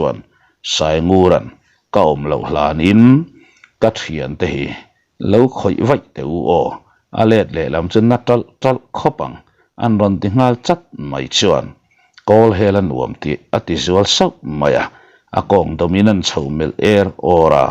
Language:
Mizo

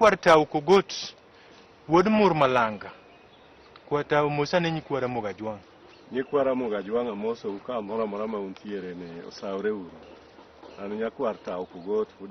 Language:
Luo (Kenya and Tanzania)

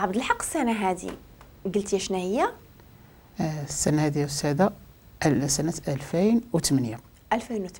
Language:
Moroccan Arabic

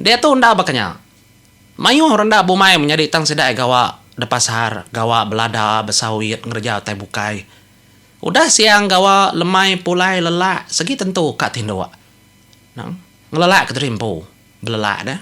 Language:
Iban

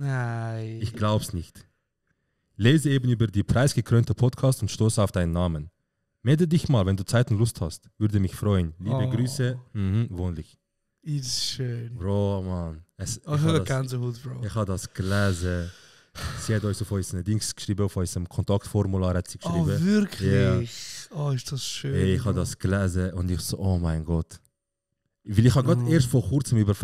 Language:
Swiss German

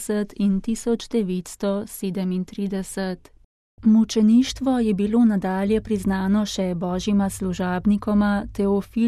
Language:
Slovenian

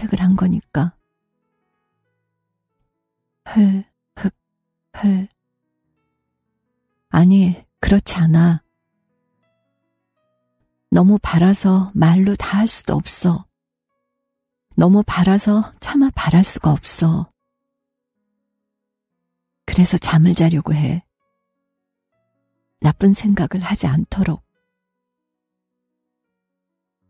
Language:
Korean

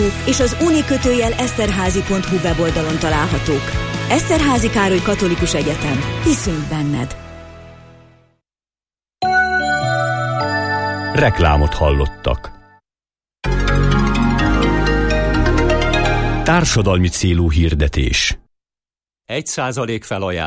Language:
Hungarian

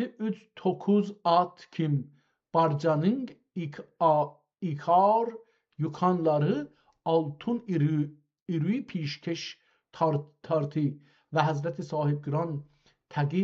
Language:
South Azerbaijani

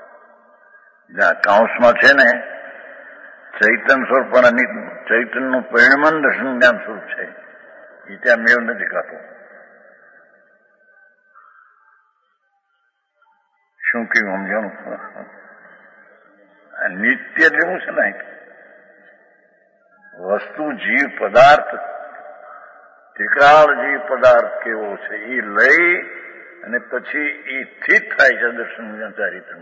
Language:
Gujarati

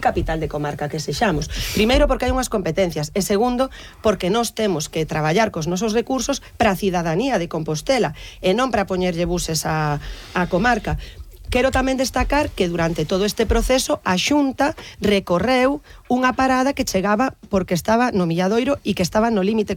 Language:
Galician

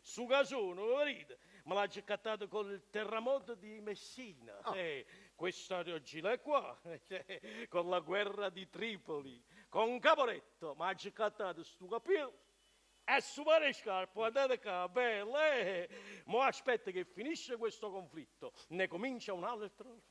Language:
Neapolitan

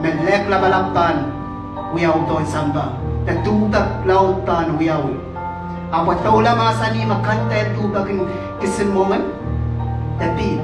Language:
Pohnpeian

